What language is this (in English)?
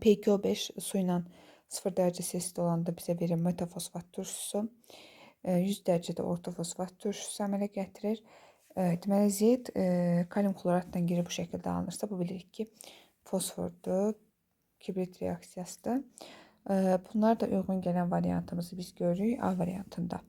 Azerbaijani